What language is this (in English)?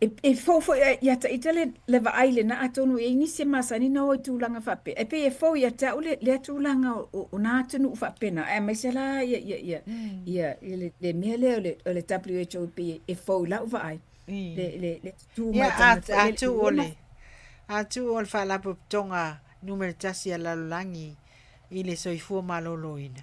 Samoan